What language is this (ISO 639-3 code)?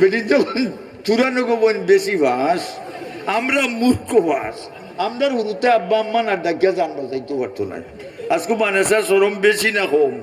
syl